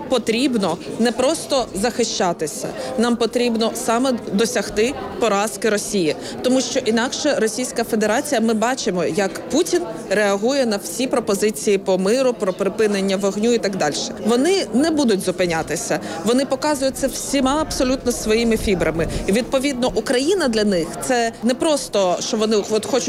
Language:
Ukrainian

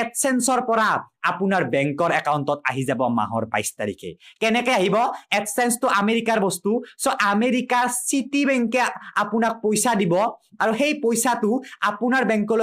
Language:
Assamese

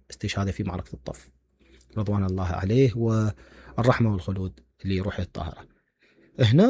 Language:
Mesopotamian Arabic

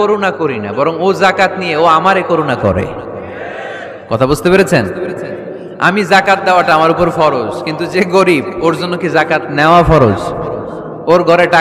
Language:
Bangla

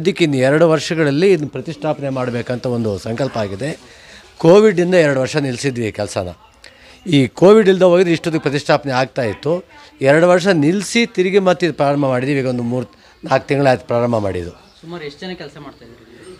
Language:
Kannada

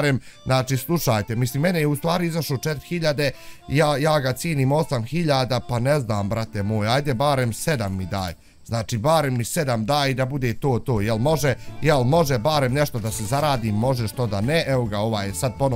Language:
Bosnian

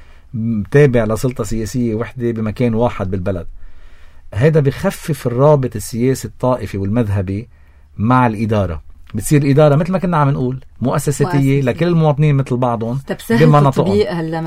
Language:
North Levantine Arabic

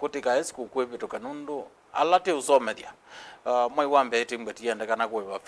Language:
Kamba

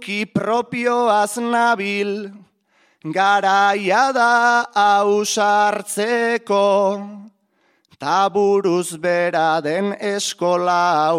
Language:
Basque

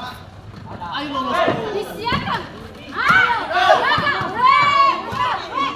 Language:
Ambonese Malay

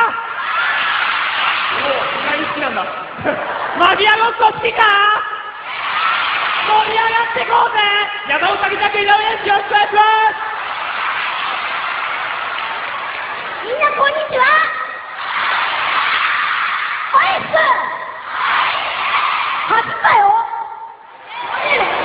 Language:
Japanese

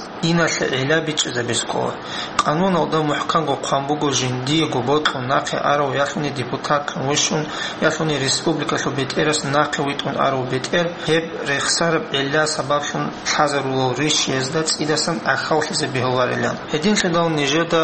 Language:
Avaric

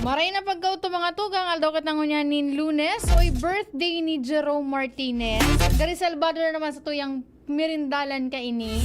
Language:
Bikol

